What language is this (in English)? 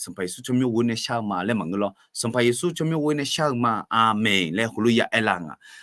Akha